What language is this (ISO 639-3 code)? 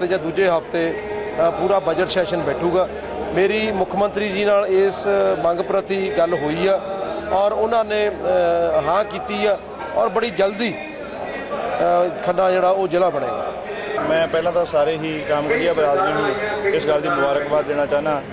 pan